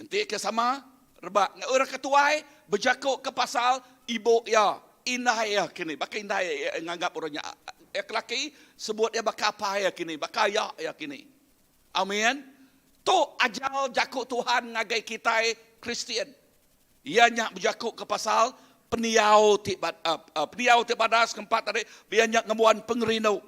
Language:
Iban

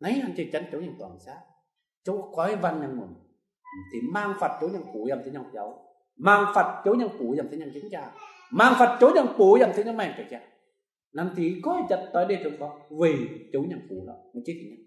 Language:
Kim Mun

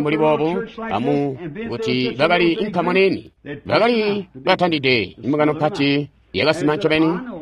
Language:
Tonga (Zambia)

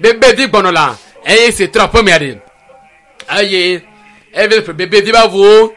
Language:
Ewe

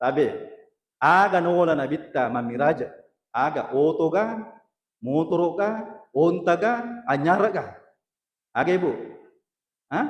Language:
Buginese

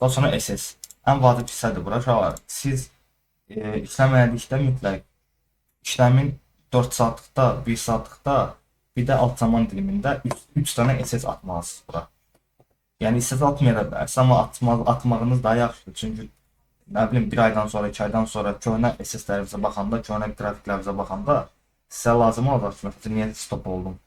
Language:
Azerbaijani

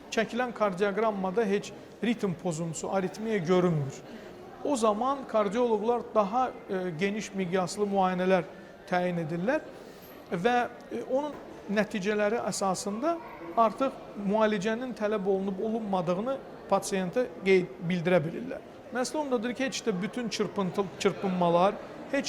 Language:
Azerbaijani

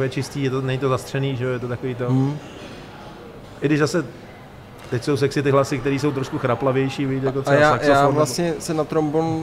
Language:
Czech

